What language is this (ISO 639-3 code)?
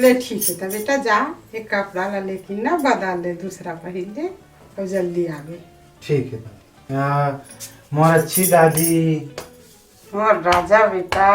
hne